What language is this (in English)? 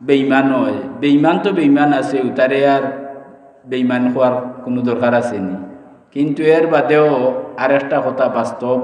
Sylheti